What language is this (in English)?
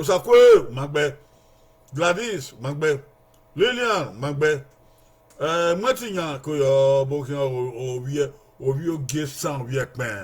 Bini